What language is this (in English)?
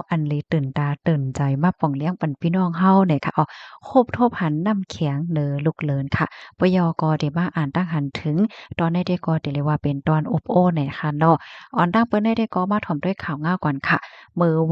Shan